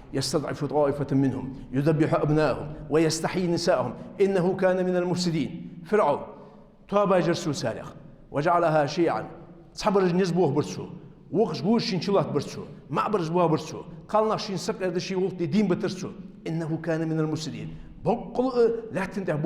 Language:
Ingush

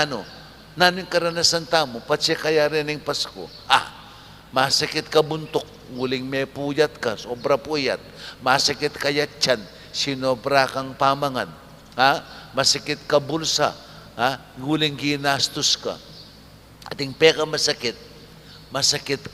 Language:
Pampanga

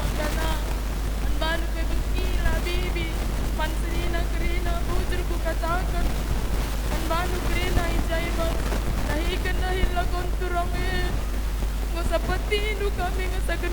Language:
Batak Karo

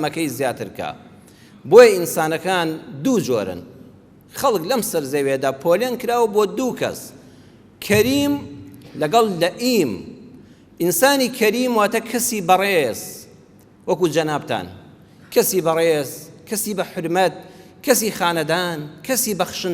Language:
Central Kurdish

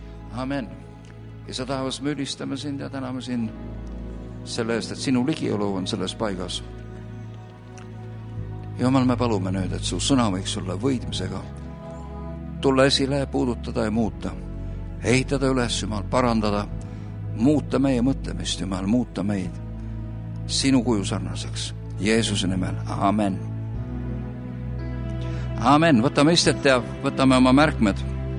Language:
Estonian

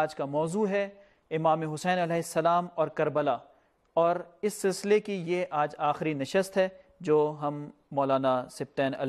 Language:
Urdu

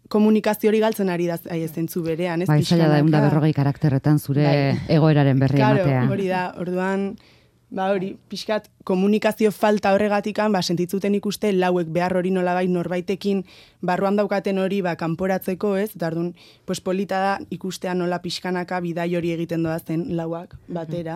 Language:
Basque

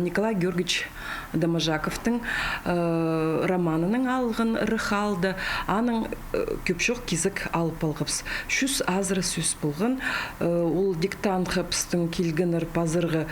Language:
Khakas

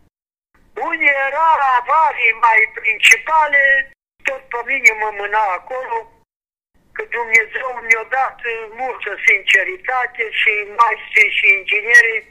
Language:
Romanian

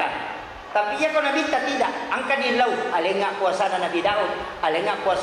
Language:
Buginese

